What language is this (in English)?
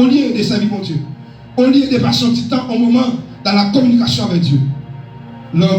Haitian Creole